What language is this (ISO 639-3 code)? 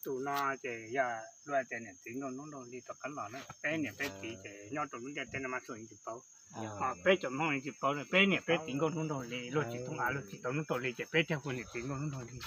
hmn